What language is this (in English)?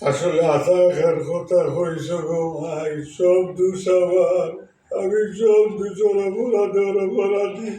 Sylheti